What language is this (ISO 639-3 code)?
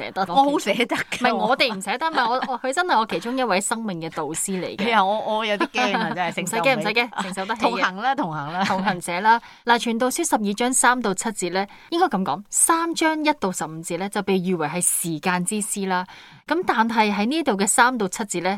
yue